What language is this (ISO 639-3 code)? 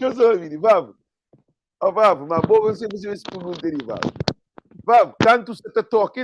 kea